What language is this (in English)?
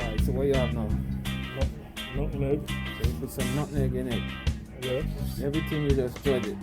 Jamaican Creole English